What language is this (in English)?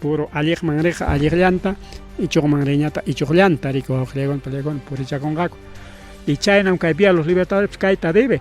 Ayacucho Quechua